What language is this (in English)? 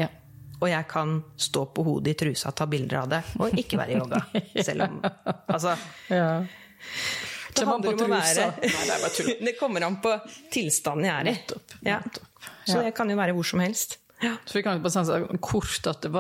Norwegian